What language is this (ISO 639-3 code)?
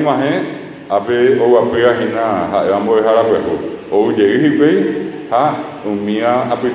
grn